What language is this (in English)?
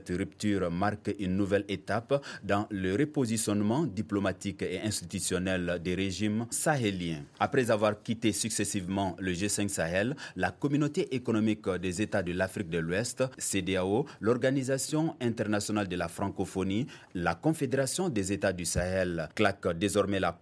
French